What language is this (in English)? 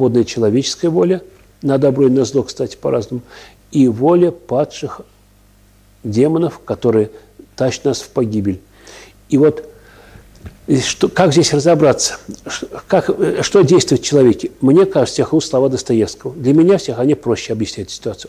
Russian